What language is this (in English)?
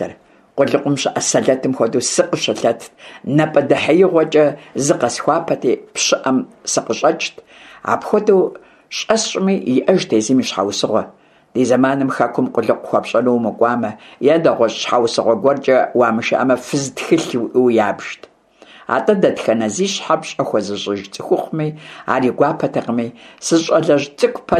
Kabardian